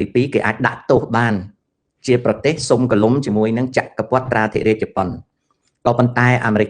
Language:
Khmer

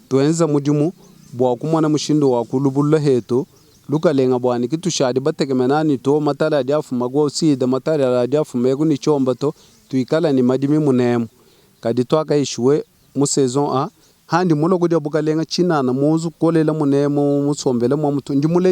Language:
Luba-Lulua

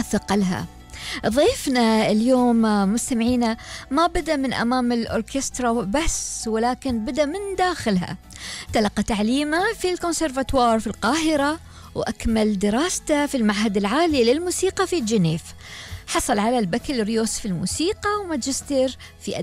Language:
Gulf Arabic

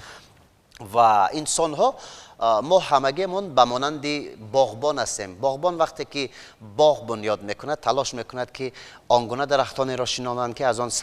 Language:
Tajik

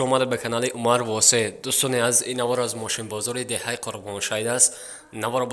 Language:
Tajik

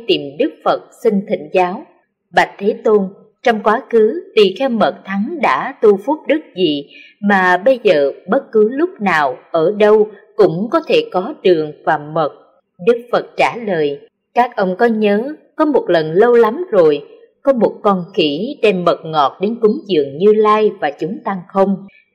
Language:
Vietnamese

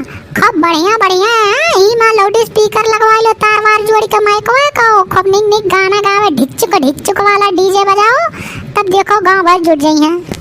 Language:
Awadhi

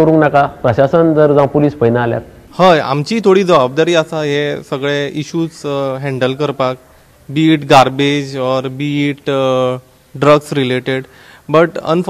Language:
Konkani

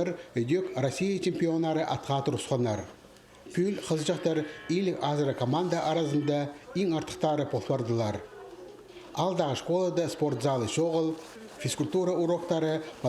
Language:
Khakas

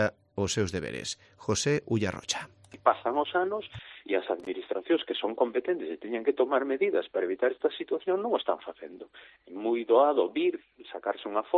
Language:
Galician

